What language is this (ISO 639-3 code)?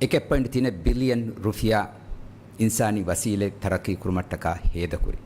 div